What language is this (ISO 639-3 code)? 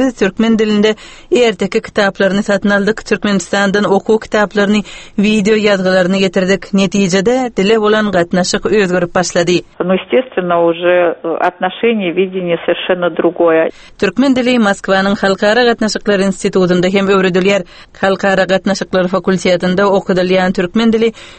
tuk